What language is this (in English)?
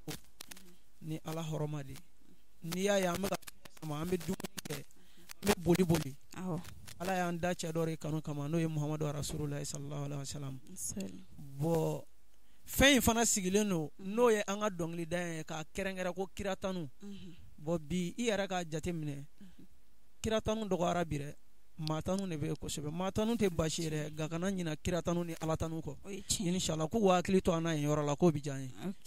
Bambara